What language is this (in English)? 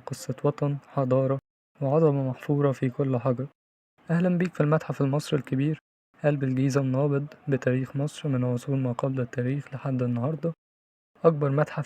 Egyptian Arabic